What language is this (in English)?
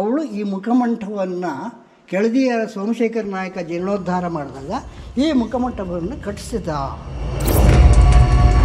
Kannada